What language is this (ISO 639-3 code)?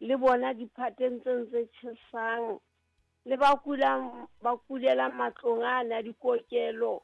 sot